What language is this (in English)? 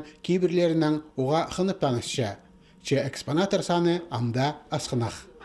Khakas